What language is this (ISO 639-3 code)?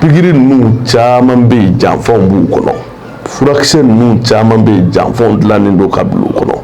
bam